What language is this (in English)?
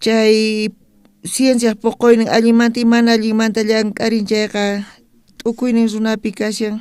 South Bolivian Quechua